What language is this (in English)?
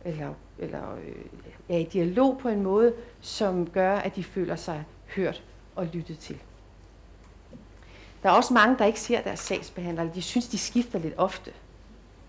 Danish